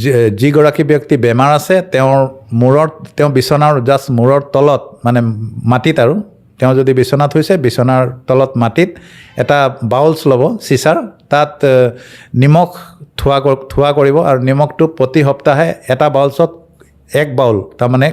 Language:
Assamese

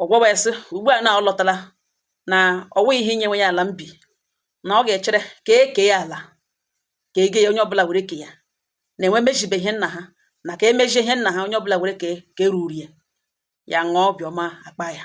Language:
Igbo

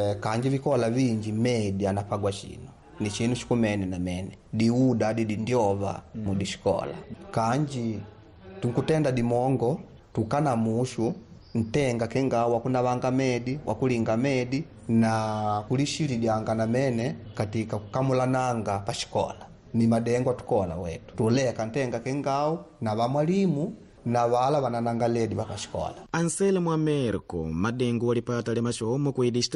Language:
Makonde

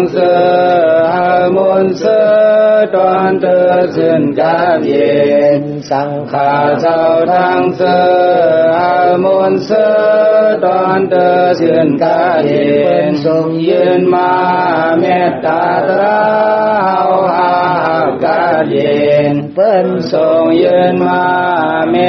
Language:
Shan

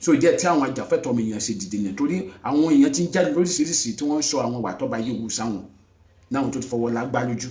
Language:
Yoruba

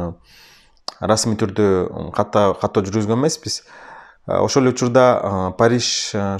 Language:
Kyrgyz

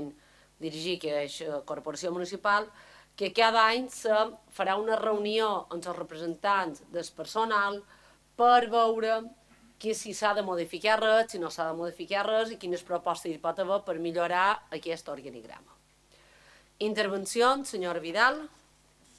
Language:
Catalan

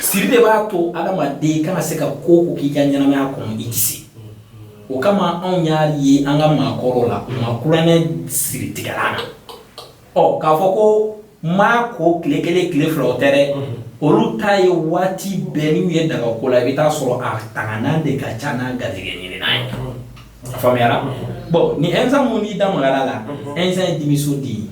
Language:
Bambara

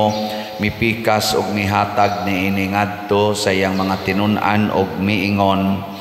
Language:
Cebuano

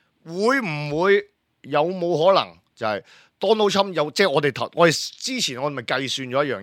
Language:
Cantonese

